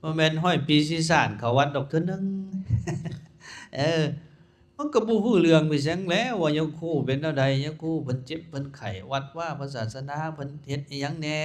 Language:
Lao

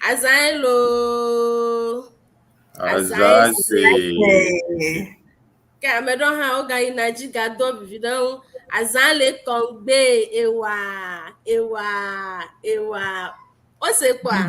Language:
Ewe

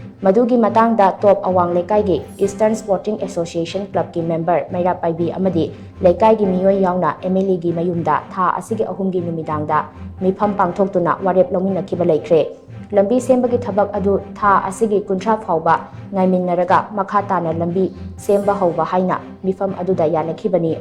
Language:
Manipuri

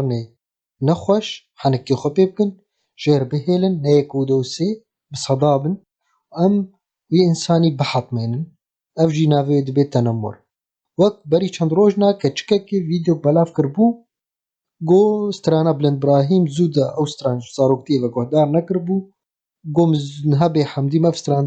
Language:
Kurdish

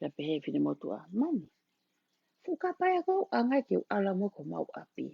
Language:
Tongan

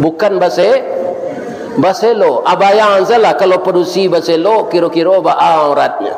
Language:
Minangkabau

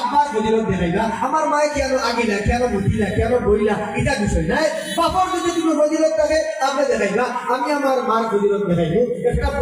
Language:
Sylheti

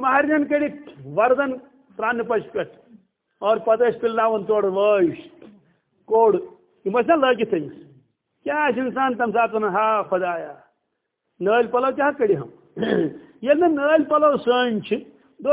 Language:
Kashmiri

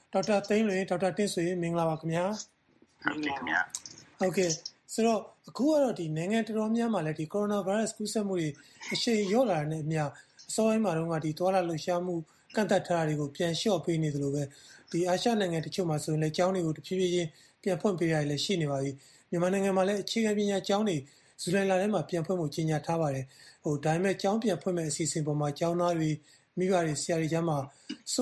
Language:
Burmese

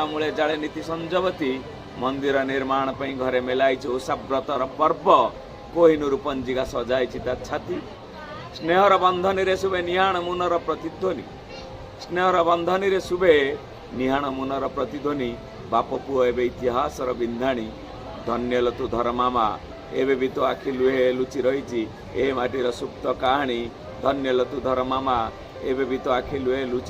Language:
Odia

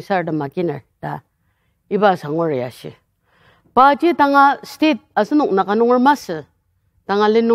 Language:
Ao Naga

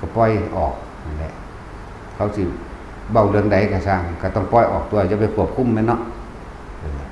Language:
Northeastern Thai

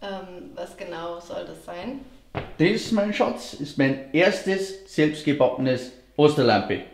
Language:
Bavarian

